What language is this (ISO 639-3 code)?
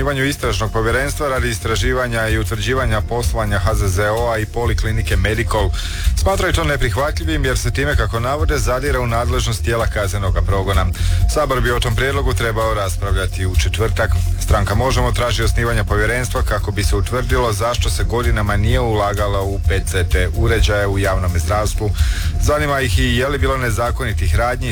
hrv